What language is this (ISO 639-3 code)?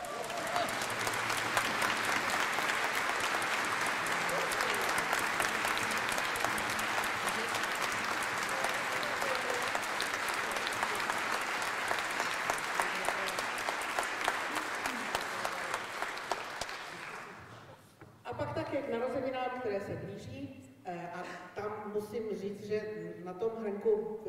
ces